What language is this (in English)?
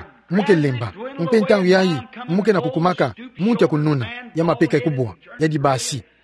Kituba (Democratic Republic of Congo)